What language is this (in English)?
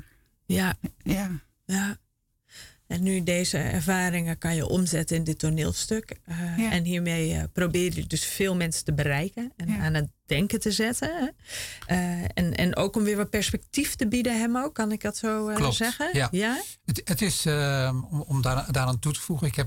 Dutch